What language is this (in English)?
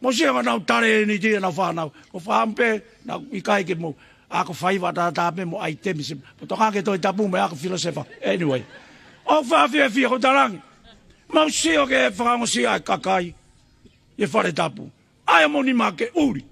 Tongan